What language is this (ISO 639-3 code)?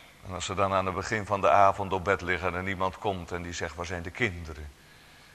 nld